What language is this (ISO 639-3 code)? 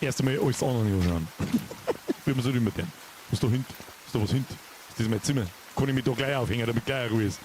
bar